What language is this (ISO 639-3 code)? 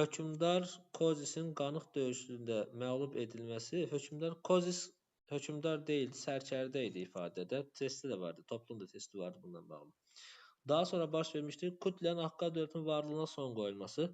aze